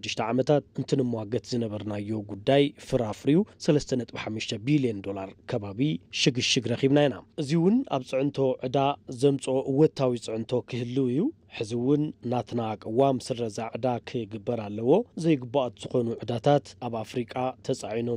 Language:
Tigrinya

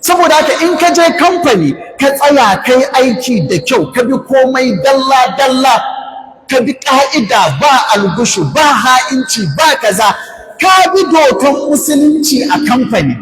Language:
Hausa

